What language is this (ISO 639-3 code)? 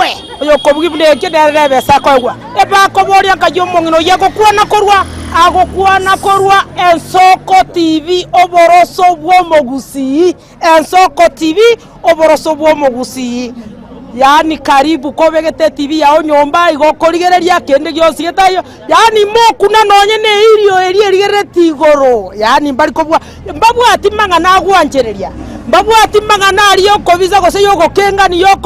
guz